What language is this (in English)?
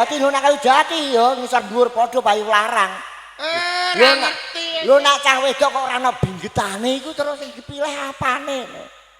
Javanese